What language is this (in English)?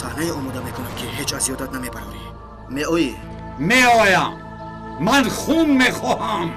Tajik